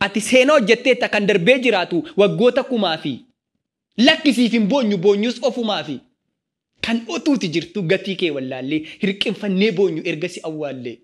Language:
Oromo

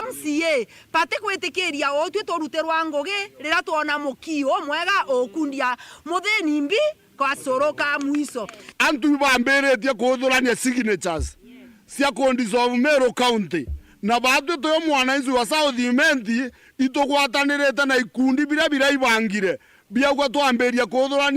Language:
Meru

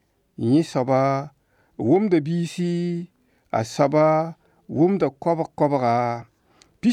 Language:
Mossi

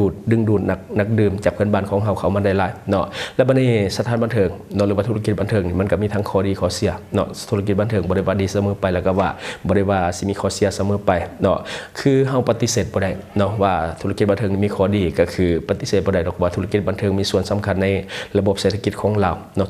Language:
Lao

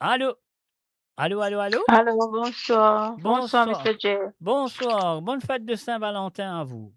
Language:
Morisyen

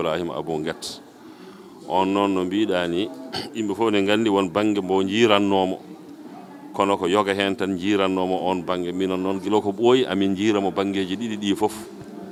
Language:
Fula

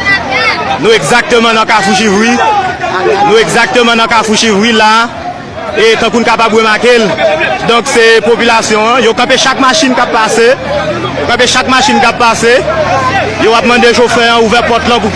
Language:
Haitian Creole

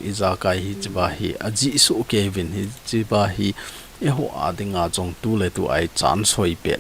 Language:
Thado Chin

